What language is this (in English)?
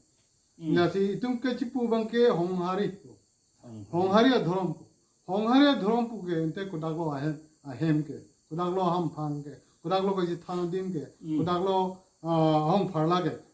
Karbi